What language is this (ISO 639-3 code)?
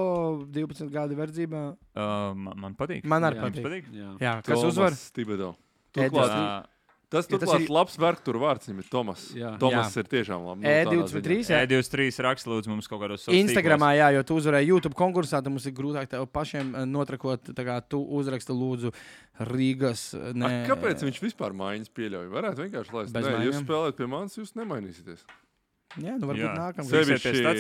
lav